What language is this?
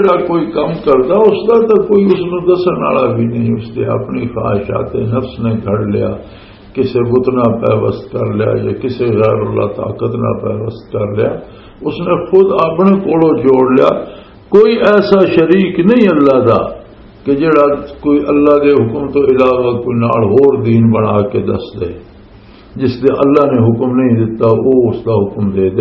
Western Panjabi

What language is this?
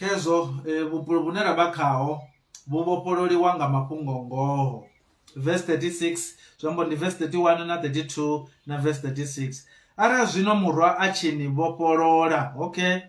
Venda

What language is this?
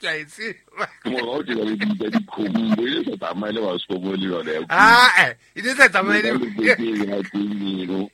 Southern Sotho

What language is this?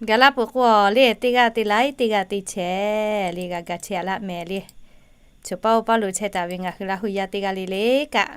Lahu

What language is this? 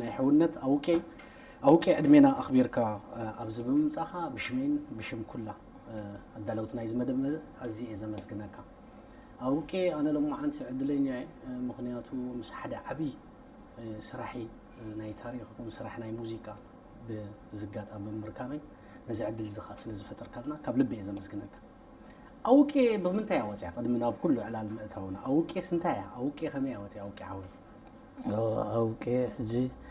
Tigrinya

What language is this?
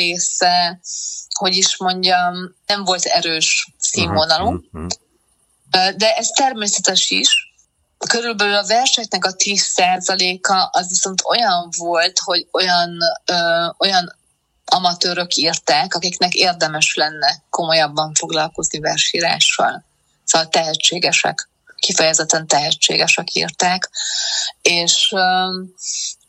Hungarian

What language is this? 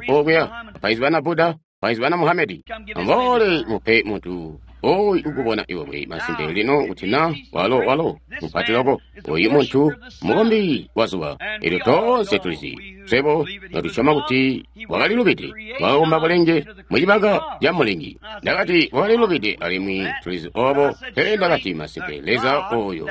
Tonga (Zambia)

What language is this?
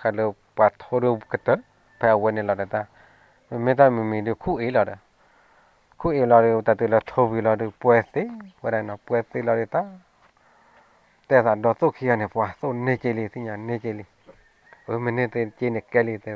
S'gaw Karen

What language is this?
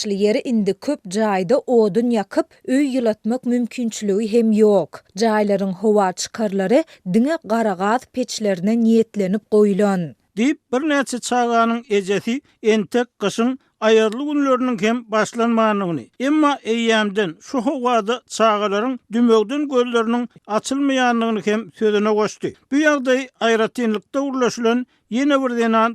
Turkmen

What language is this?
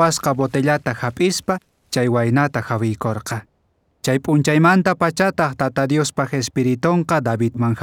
South Bolivian Quechua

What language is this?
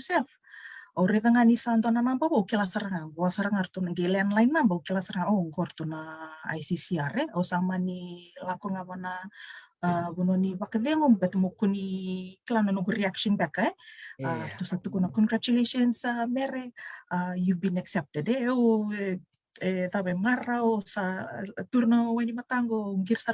Fijian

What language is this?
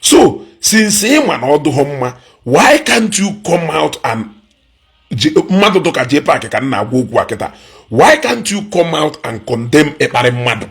Igbo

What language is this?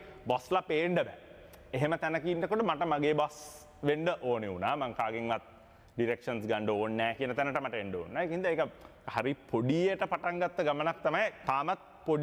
Sinhala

